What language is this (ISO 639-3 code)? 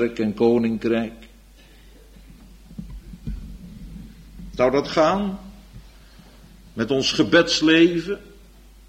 nld